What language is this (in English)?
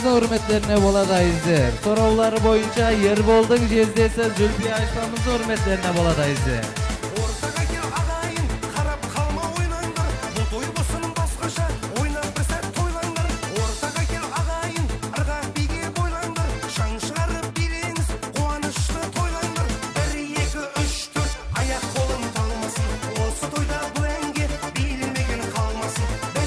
Kara-Kalpak